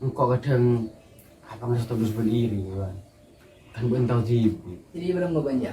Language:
Madurese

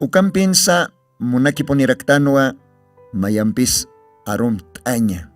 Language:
Aymara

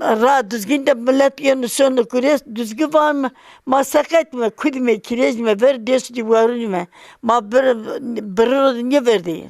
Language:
Zaza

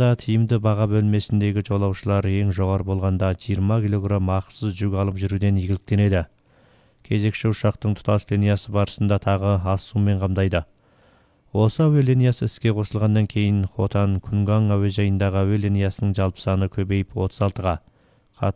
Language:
Kyrgyz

